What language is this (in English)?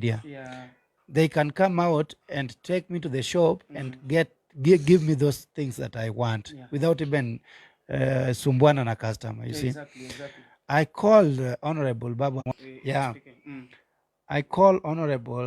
Luo (Kenya and Tanzania)